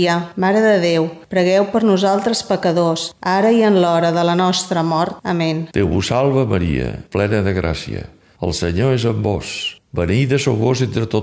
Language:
Catalan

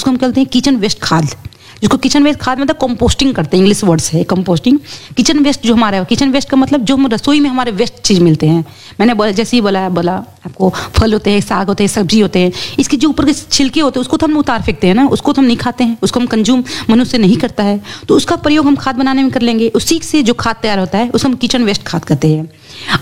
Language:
Hindi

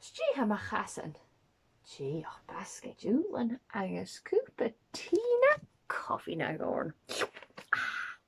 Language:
Scottish Gaelic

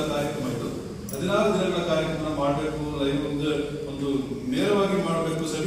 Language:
Kannada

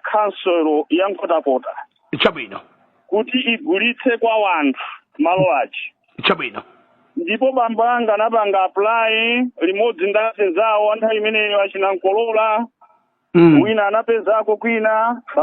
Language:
Nyanja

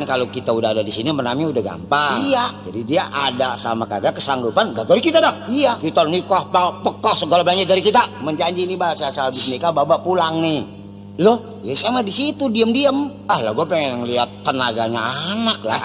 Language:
Betawi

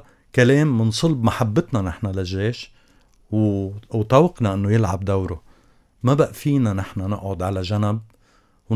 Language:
North Levantine Arabic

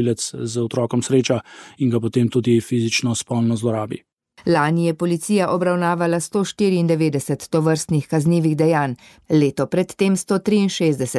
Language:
Slovenian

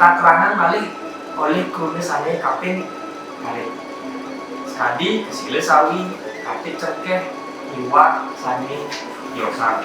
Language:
Balinese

